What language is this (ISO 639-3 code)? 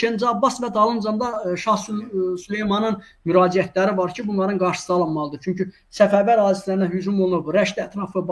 aze